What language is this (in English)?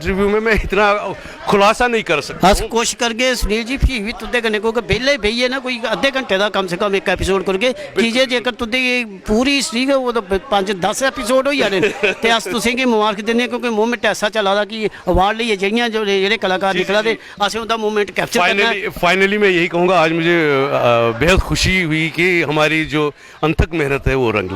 Dogri